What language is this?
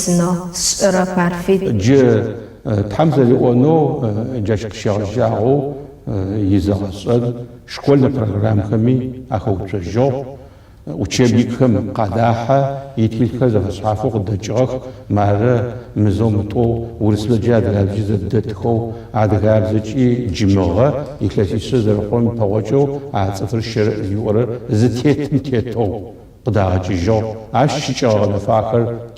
Adyghe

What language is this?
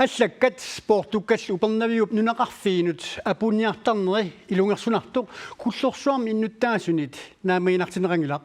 Kalaallisut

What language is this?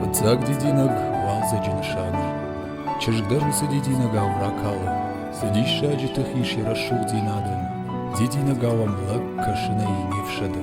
Ossetic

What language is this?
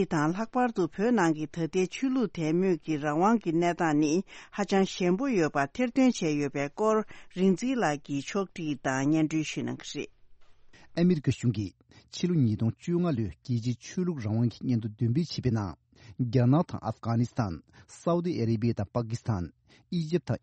Tibetan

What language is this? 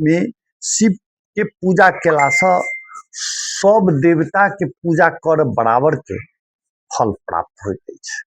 Maithili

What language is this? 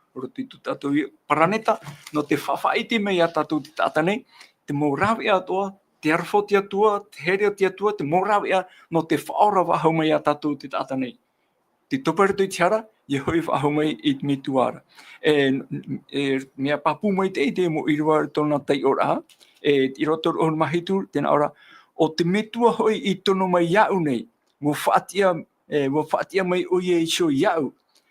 Tahitian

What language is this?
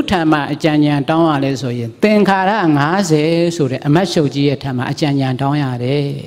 Burmese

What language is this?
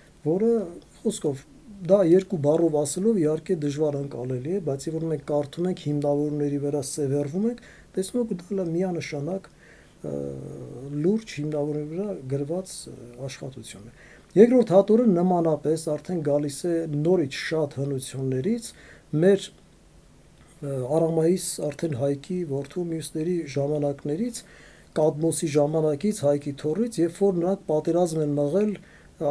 Armenian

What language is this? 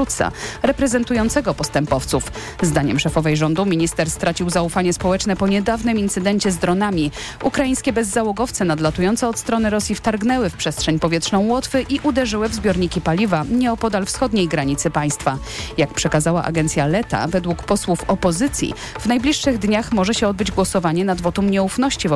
Polish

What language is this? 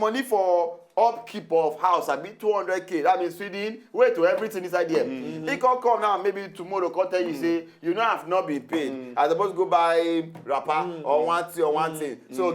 Nigerian Pidgin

